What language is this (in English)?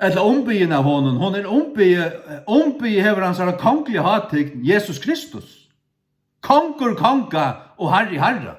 Faroese